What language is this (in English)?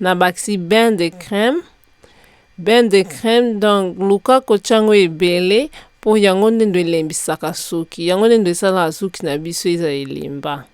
Lingala